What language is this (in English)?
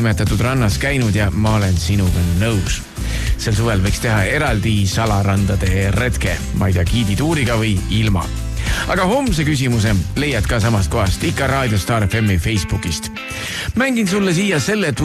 Estonian